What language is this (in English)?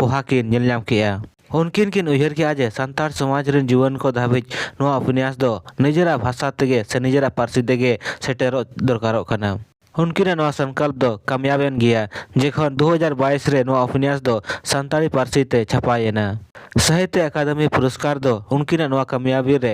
Santali